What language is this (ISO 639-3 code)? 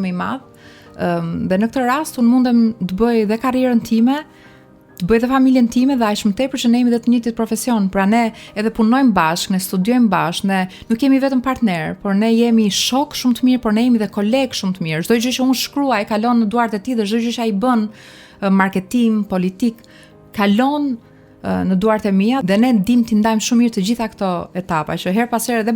sqi